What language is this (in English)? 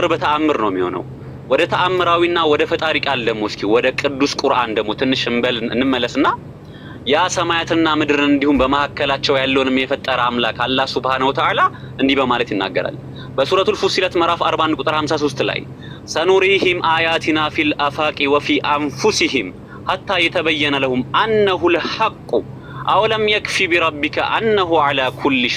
Amharic